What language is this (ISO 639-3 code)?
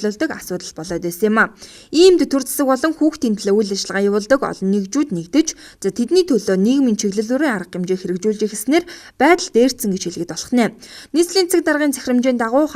mon